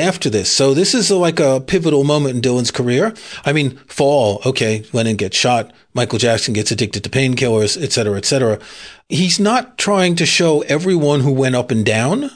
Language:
English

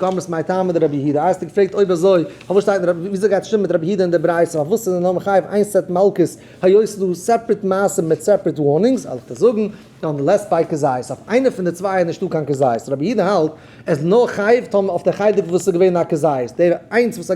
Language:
Yiddish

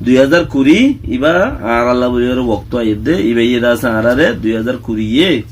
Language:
Rohingya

